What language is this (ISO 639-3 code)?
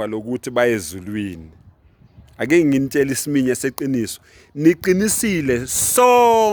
zul